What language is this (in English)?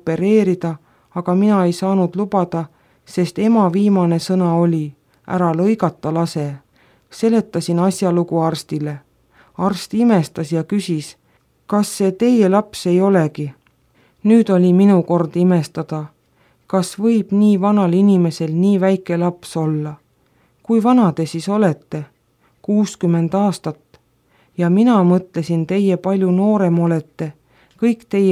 Estonian